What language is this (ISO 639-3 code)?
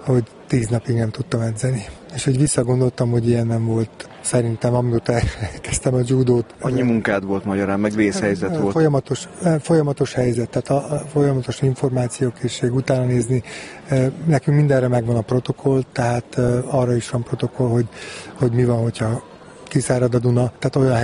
hun